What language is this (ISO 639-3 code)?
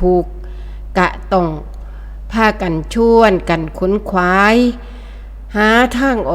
tts